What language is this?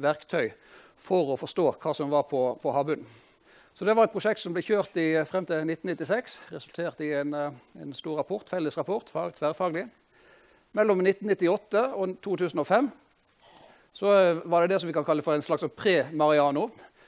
Norwegian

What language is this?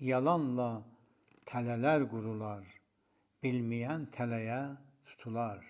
South Azerbaijani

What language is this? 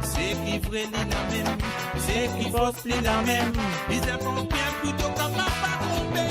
Morisyen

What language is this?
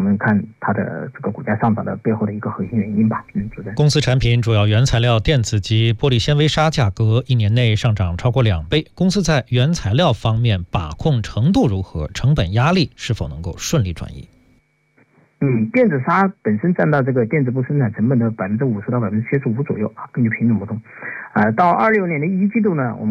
Chinese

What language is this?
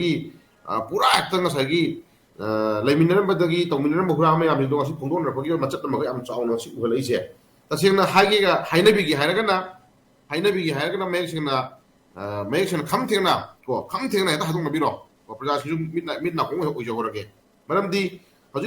Manipuri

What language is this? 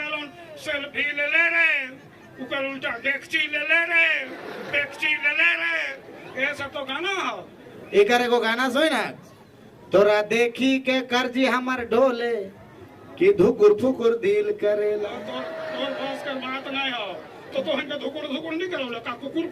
Sadri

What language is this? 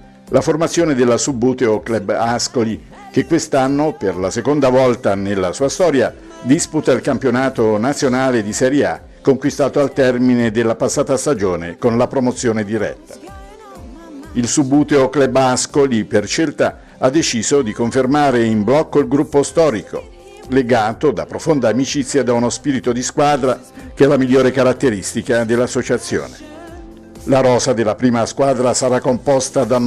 Italian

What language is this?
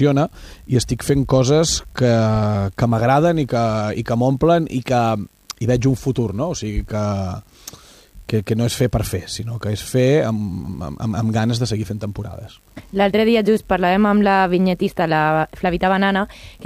Catalan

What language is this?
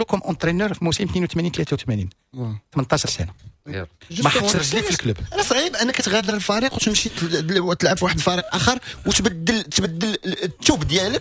Moroccan Arabic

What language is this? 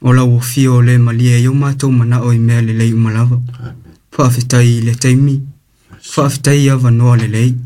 Samoan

